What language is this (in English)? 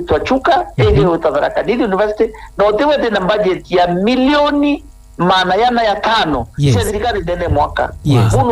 Meru